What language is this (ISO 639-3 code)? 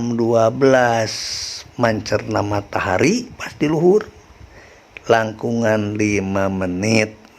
sun